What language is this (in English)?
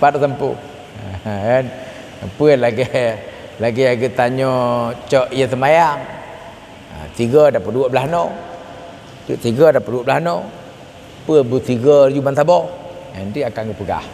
Achinese